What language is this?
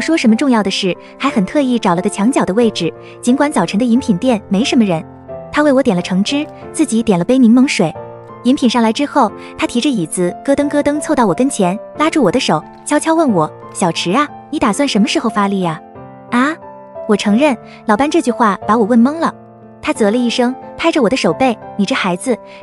Chinese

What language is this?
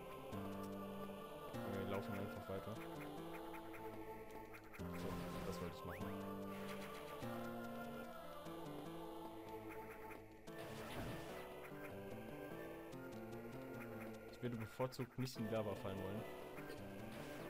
German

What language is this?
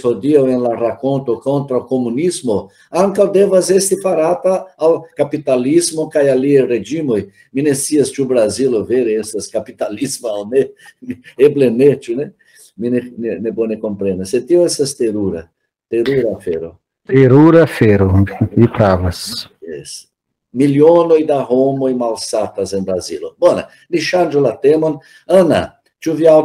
Esperanto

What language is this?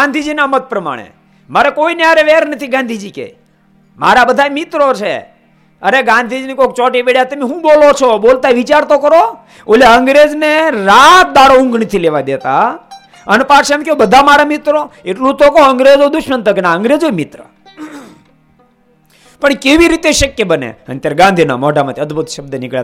Gujarati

